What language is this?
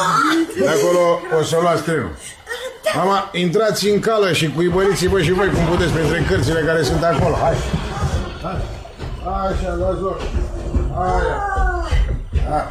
Romanian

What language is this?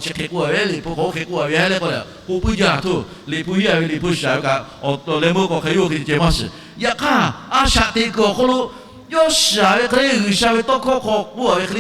Lahu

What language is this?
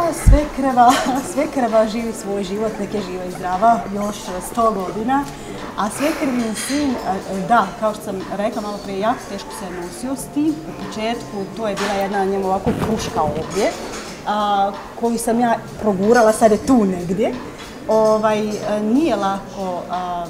Bosnian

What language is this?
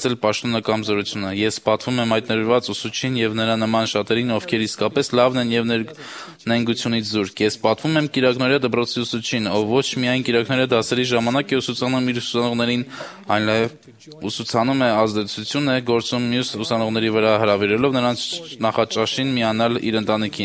Armenian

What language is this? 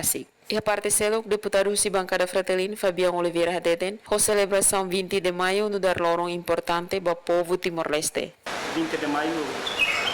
Tetum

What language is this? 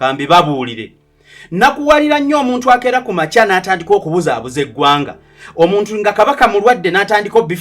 Ganda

